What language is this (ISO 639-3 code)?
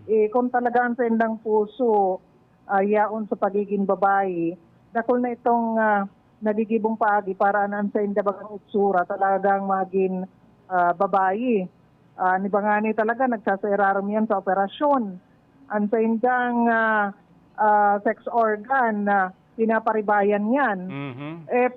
bik